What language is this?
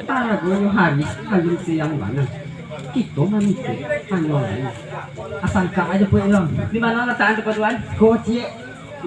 Minangkabau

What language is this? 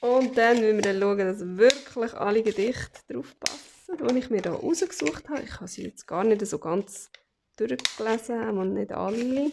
Swiss German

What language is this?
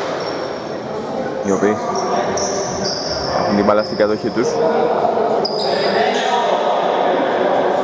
Greek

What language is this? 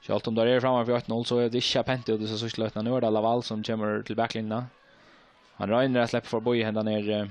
Faroese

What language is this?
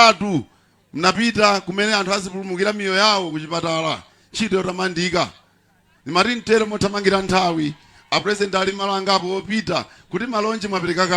Nyanja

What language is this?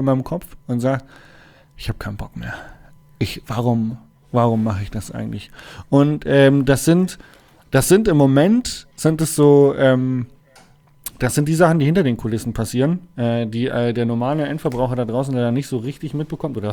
German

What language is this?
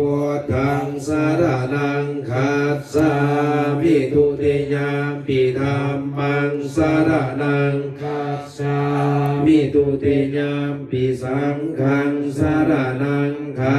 Pali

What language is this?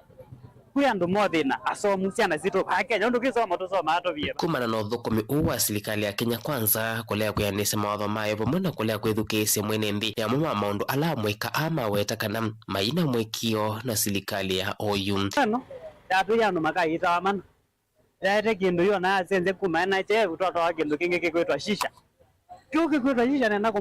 Kamba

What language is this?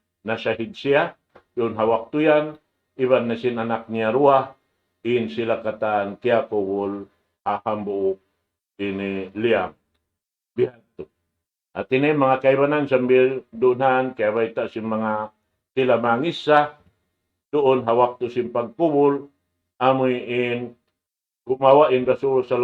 Tausug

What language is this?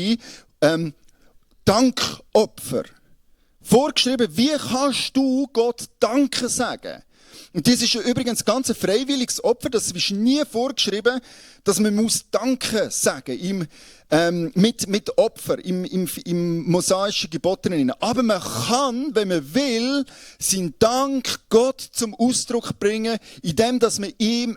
Swiss German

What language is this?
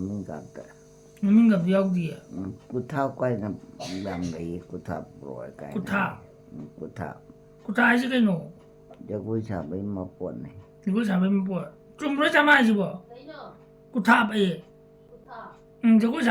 Manipuri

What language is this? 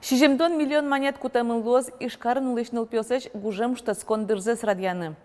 Udmurt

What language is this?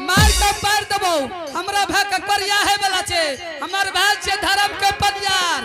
Angika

